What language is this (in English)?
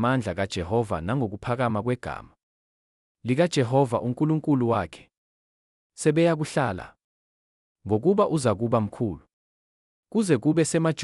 Zulu